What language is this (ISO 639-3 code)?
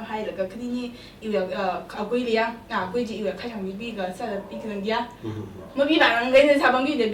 nmf